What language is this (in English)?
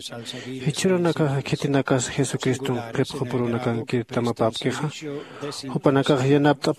Aymara